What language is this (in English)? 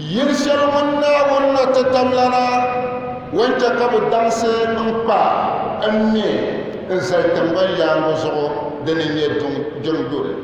Dagbani